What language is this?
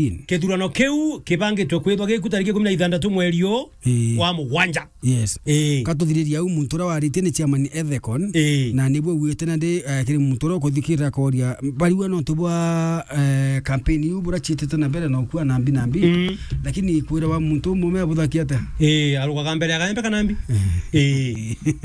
Meru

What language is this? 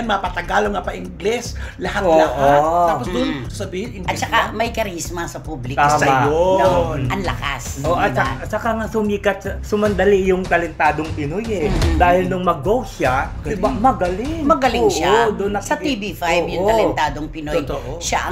Filipino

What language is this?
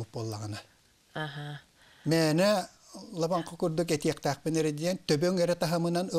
Yakut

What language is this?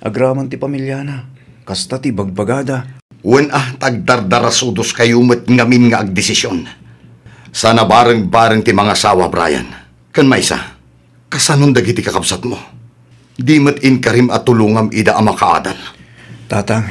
Iloko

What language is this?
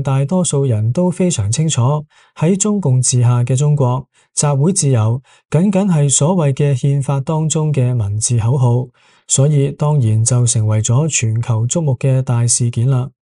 Cantonese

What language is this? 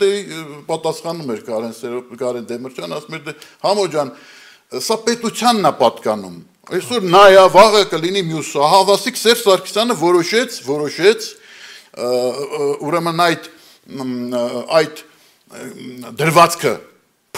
Armenian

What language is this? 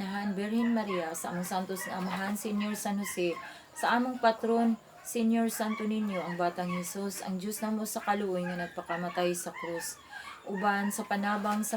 Cebuano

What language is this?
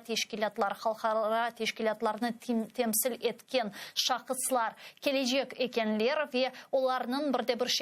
Crimean Tatar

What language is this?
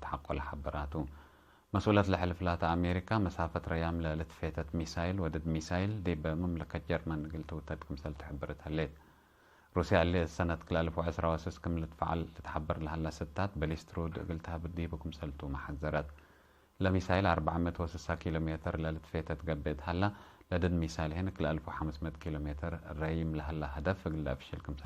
Tigre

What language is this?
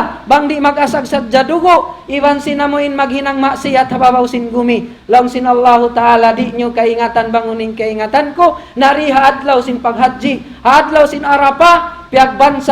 Tausug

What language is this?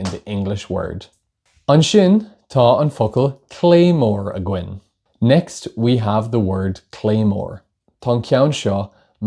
Irish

